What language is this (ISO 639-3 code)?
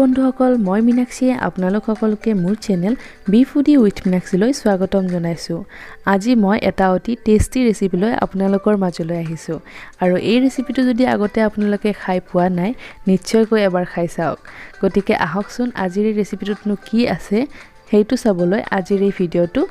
asm